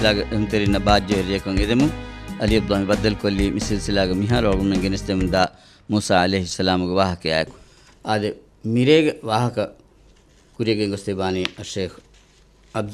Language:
Divehi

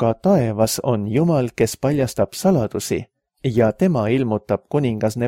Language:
Estonian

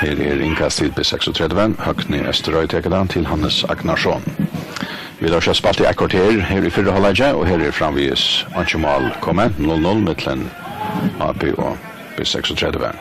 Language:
Faroese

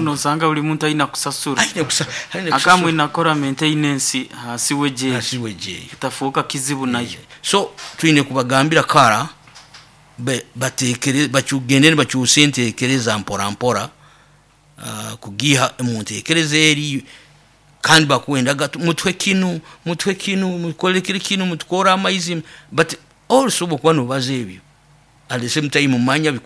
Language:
Nyoro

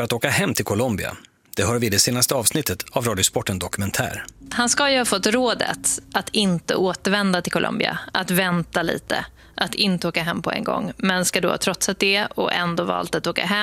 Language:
Swedish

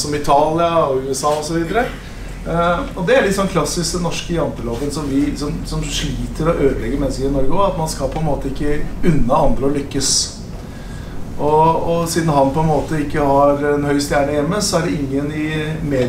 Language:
Norwegian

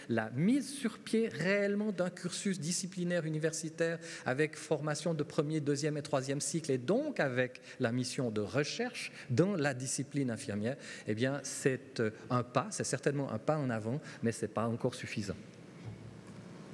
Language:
French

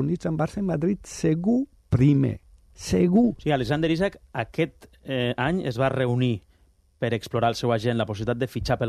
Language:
Catalan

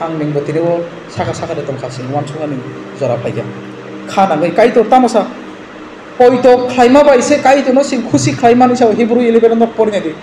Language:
Kok Borok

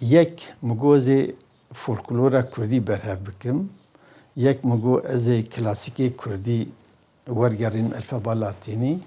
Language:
Kurdish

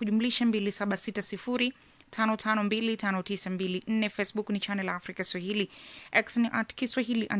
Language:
Swahili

